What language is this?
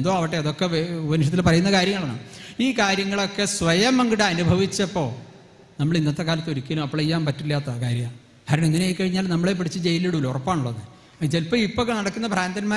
Malayalam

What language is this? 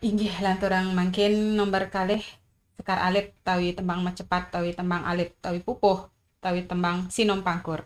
Balinese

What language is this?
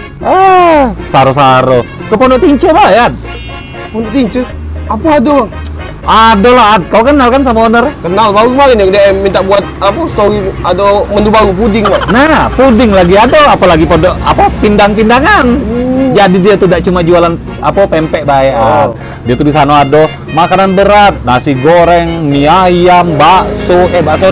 Musi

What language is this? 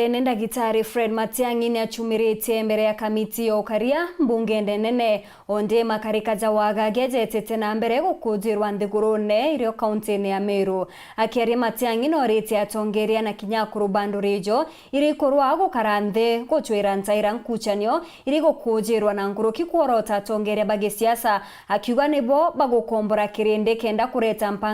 Meru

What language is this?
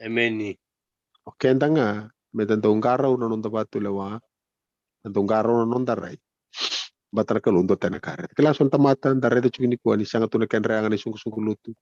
Fijian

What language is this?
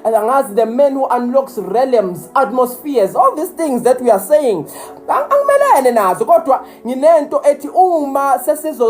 Zulu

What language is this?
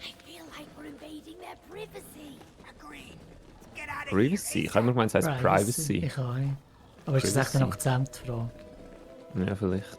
Swiss German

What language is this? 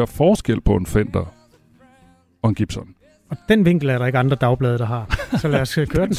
Danish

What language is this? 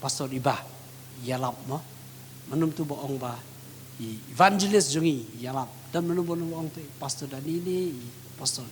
Khasi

